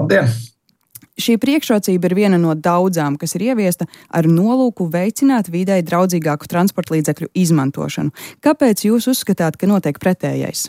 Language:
Latvian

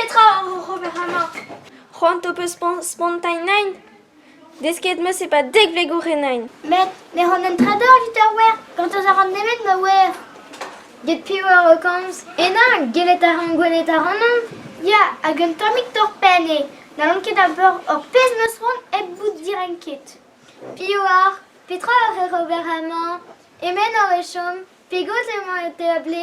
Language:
Breton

